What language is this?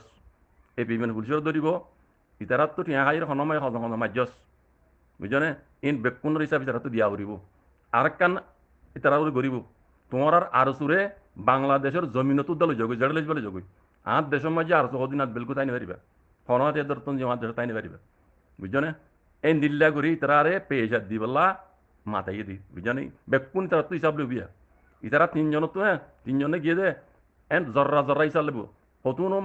Rohingya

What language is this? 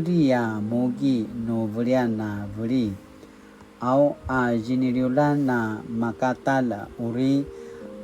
Paiwan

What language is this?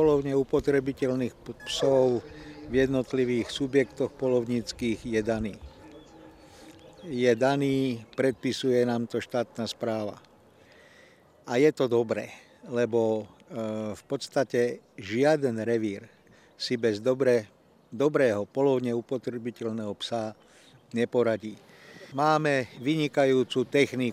Slovak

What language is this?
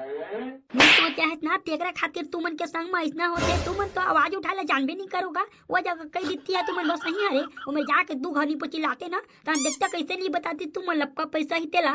Chhattisgarhi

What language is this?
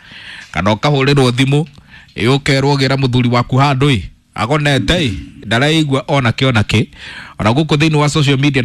Kikuyu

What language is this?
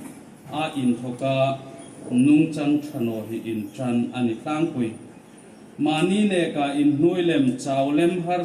Hmar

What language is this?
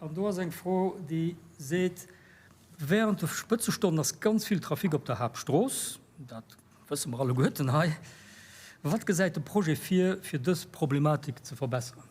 Luxembourgish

